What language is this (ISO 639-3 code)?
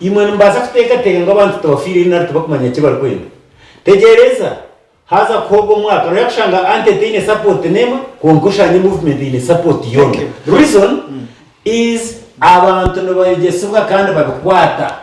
nyn